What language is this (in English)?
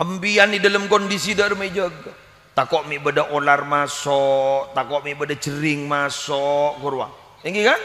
Madurese